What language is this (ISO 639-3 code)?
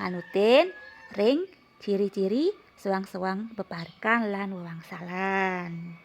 ban